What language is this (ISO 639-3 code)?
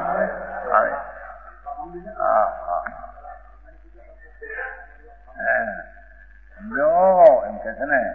guj